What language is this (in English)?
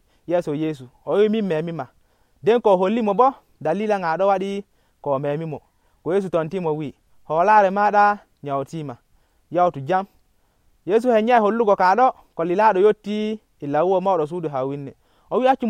Nigerian Fulfulde